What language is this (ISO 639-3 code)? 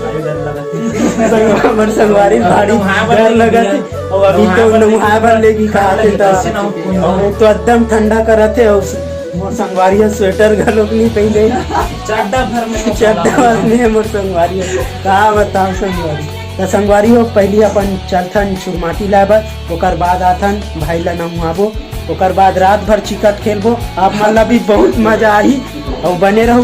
hne